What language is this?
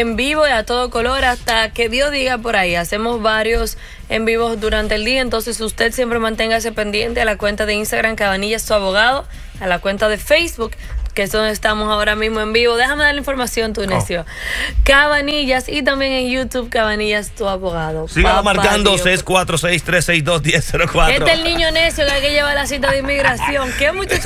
Spanish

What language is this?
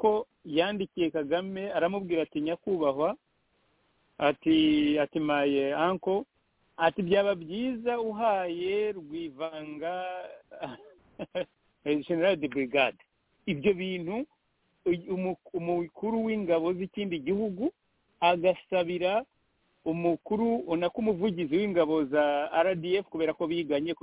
Kinyarwanda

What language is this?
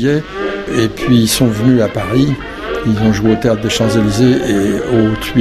French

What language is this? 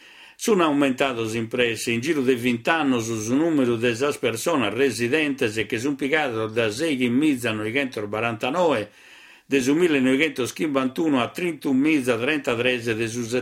Sardinian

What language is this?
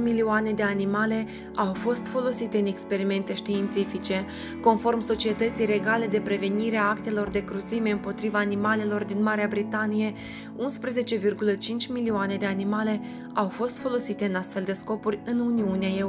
Romanian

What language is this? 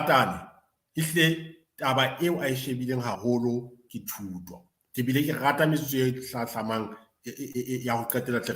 Southern Sotho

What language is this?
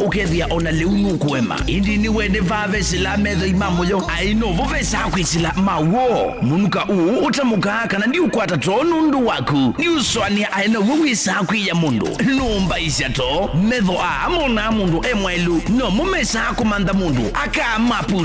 Kamba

